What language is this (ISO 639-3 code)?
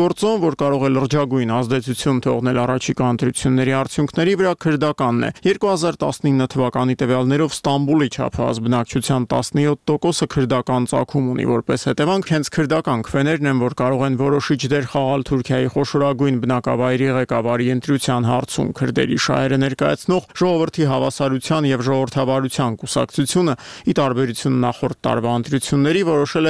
hye